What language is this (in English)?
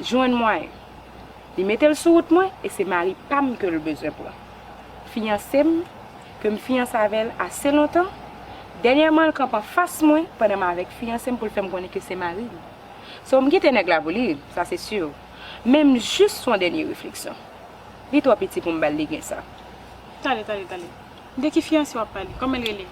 Haitian Creole